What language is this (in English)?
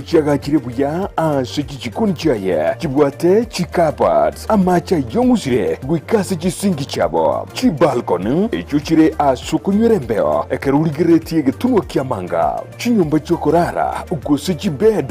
Gusii